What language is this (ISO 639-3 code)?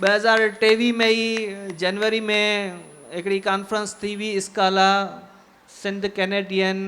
snd